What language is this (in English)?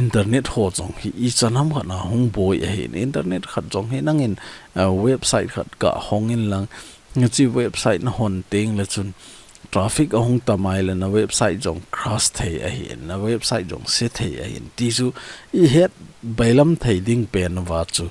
Thado Chin